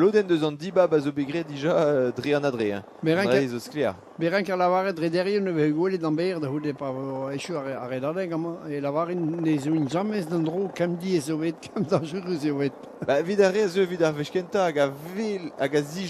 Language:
Breton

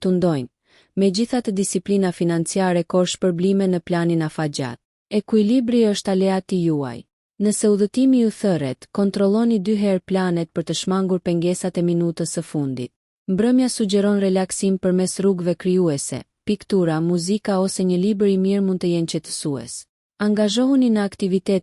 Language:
Albanian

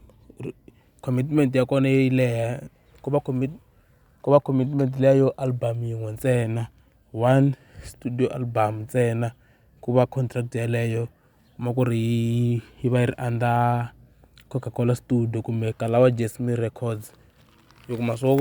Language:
Tsonga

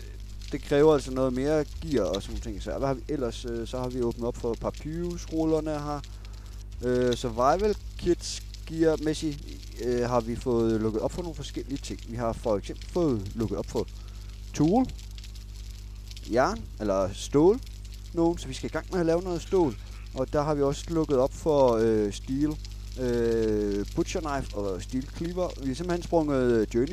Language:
Danish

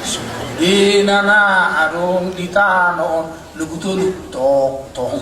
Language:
Batak Toba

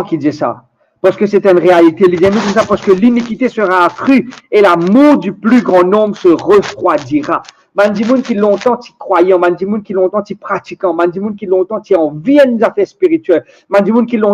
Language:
Morisyen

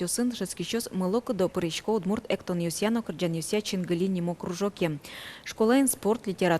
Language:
Udmurt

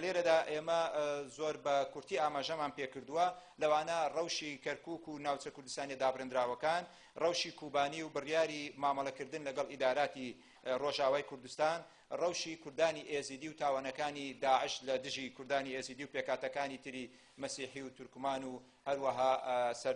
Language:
Central Kurdish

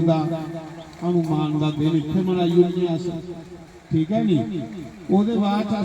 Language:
Dogri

